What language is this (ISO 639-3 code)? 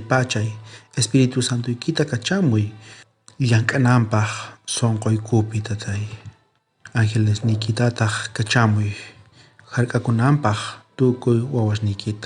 quh